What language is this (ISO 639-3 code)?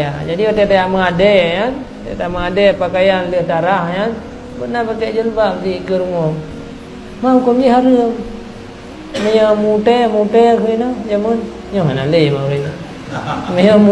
ace